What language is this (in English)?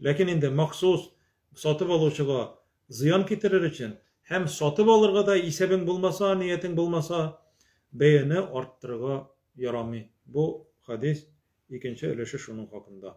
Tatar